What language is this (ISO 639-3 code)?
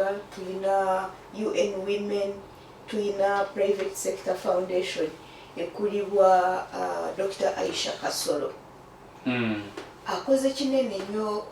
lug